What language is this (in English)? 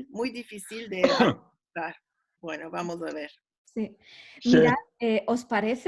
Ladino